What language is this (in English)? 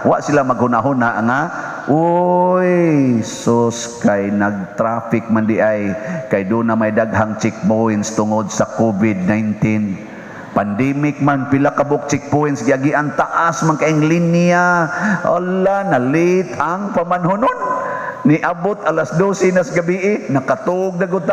Cebuano